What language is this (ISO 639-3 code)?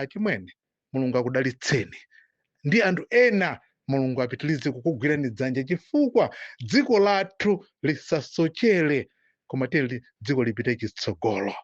nya